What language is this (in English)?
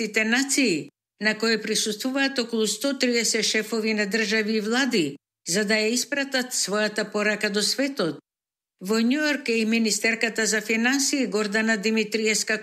Macedonian